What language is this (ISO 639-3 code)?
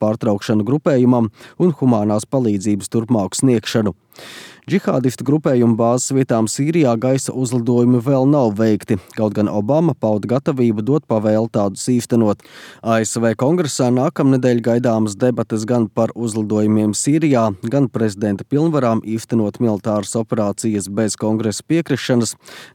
lav